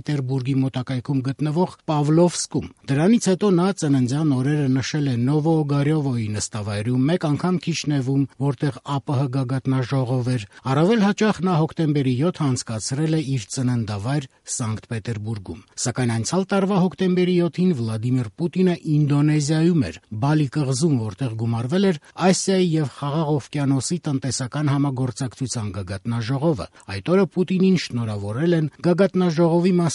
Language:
Armenian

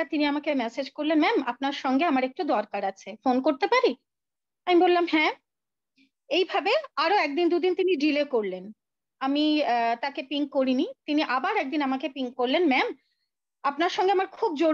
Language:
Bangla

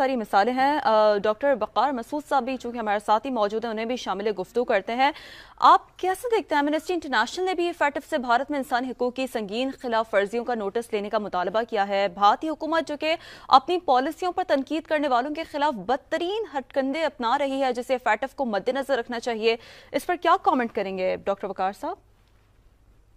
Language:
Urdu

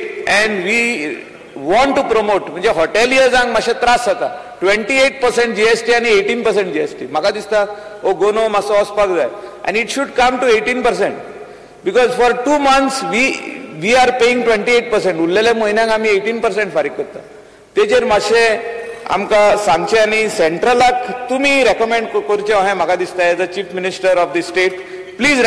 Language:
Konkani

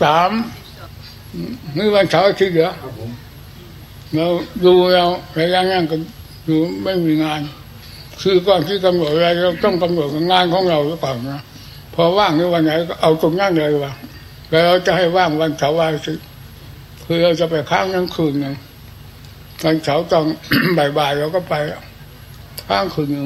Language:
Thai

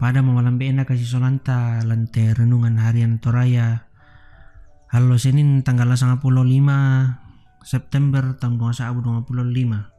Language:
Toraja-Sa'dan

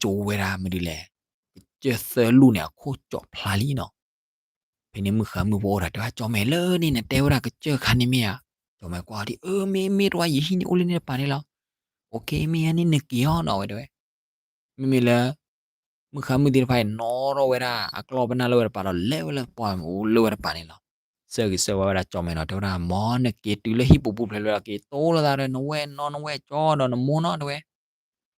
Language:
S'gaw Karen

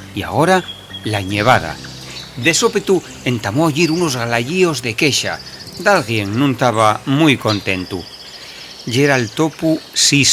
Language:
Asturian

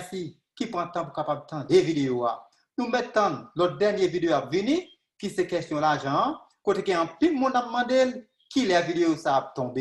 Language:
Haitian Creole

